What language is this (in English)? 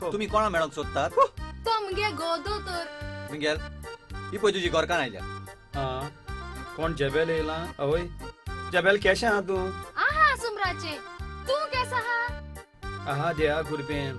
Konkani